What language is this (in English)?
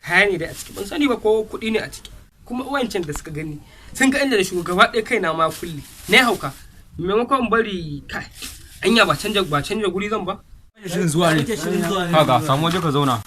Hausa